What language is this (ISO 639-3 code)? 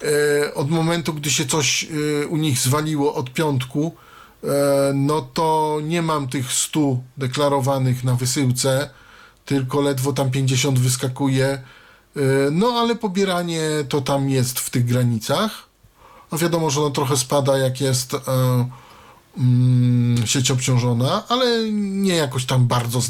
pol